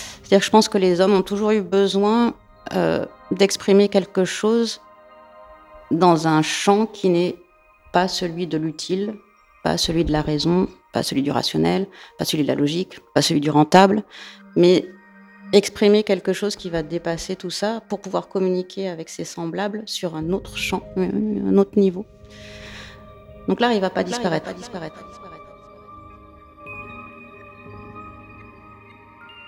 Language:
French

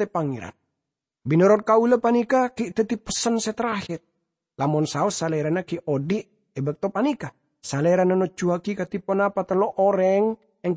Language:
Madurese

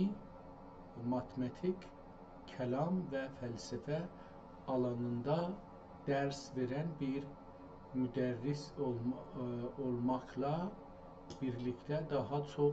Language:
South Azerbaijani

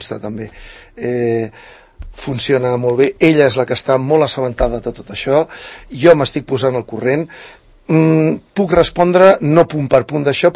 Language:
Catalan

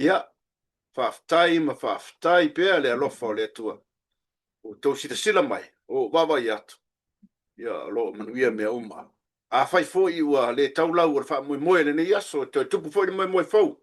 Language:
Samoan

